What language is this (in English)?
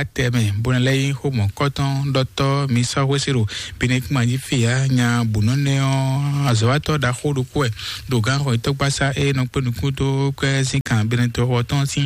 Fon